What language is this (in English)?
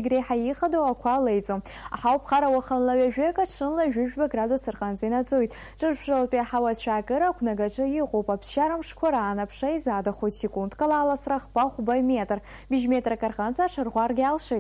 Abkhazian